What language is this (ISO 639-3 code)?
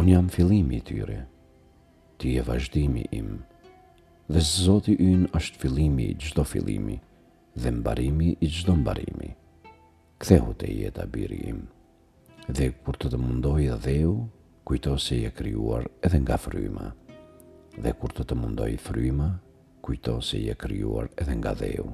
sqi